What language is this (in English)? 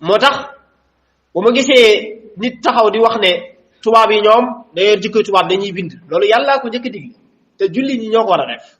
Wolof